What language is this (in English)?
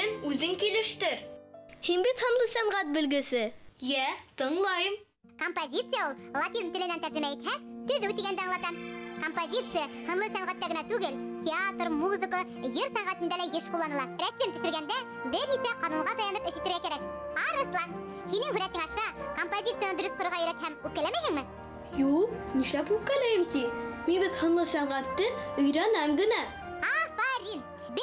Bashkir